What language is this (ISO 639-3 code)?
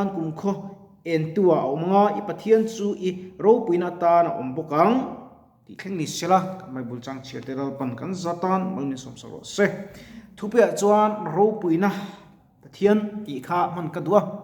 lus